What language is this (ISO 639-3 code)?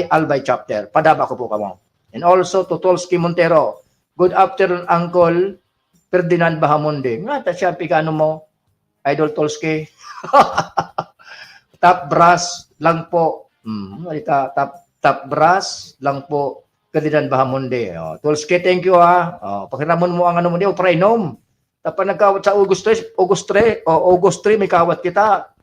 bik